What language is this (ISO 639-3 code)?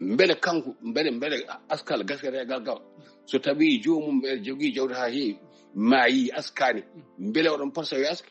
ful